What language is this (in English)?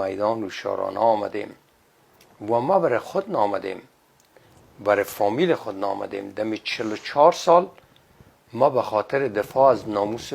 Persian